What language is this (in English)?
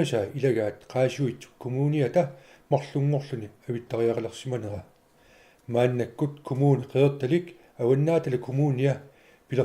Kalaallisut